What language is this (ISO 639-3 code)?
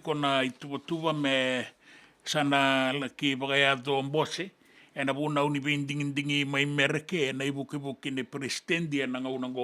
fij